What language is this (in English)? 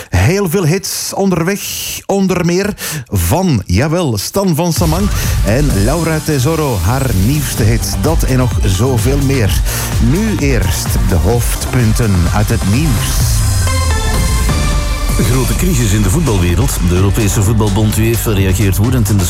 Dutch